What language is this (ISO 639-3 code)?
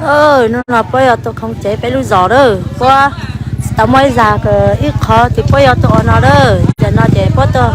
hmn